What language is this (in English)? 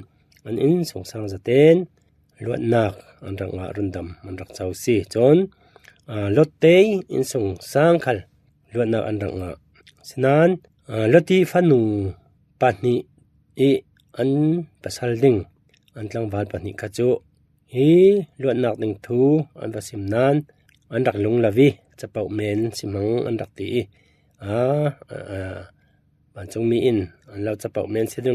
Falam Chin